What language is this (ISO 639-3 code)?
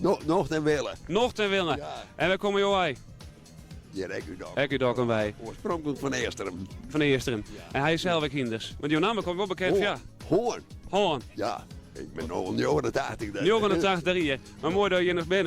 fry